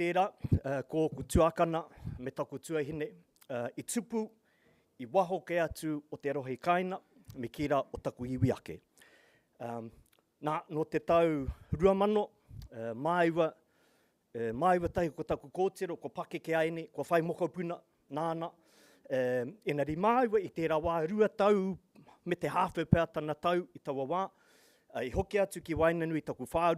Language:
Māori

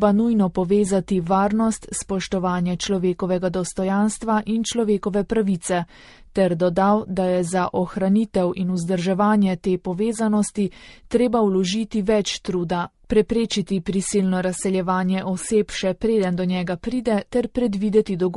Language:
Slovenian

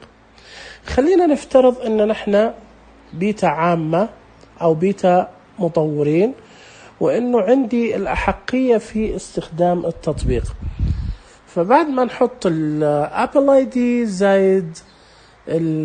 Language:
Najdi Arabic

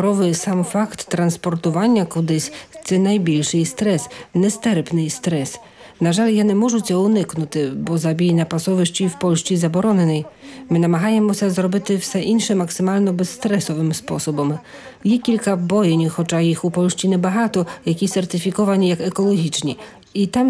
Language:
Ukrainian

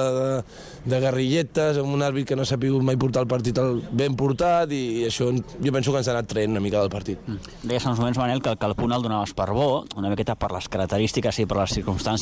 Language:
Catalan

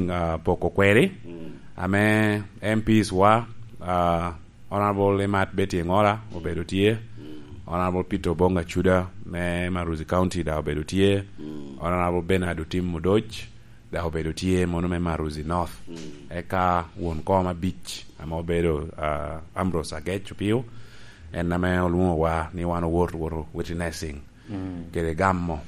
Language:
Lango (Uganda)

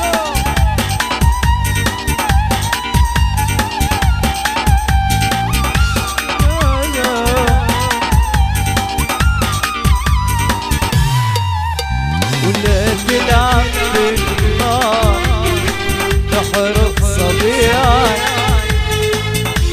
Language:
South Levantine Arabic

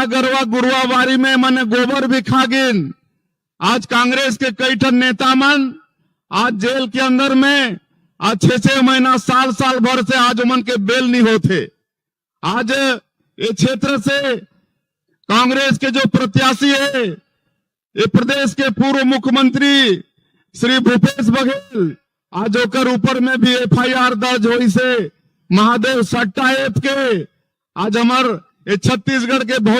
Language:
Chhattisgarhi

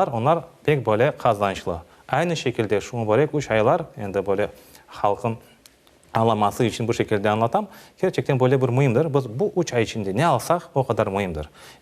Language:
Crimean Tatar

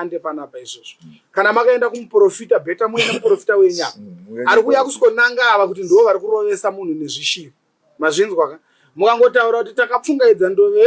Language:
Shona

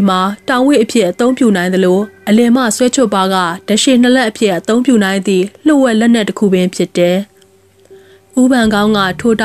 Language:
Burmese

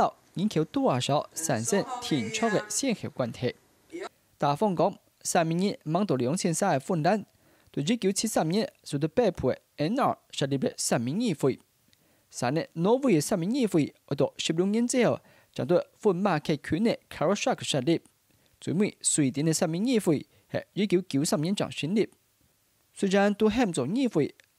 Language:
Hakka Chinese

